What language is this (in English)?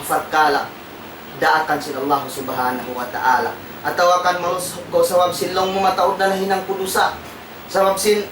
Tausug